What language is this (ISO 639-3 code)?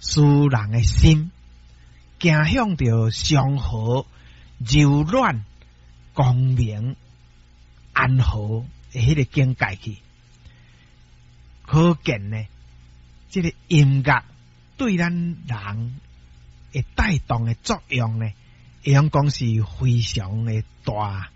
nan